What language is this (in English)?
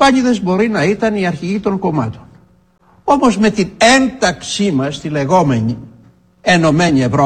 Greek